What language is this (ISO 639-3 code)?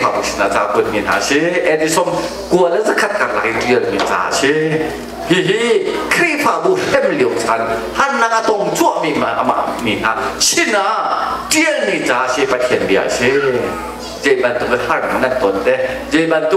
cnh